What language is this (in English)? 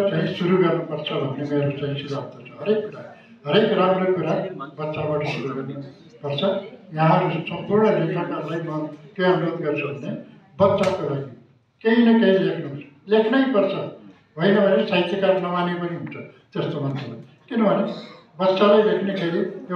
Nepali